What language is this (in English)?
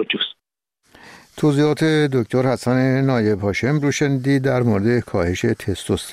Persian